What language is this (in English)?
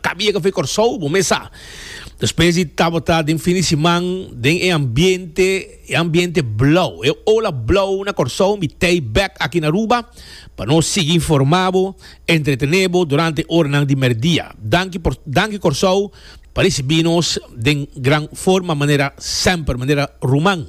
Papiamento